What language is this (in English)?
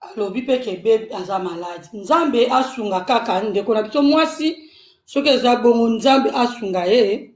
Lingala